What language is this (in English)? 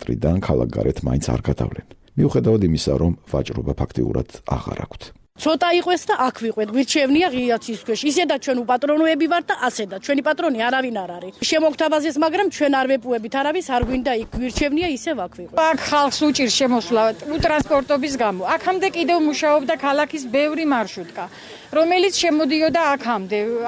Georgian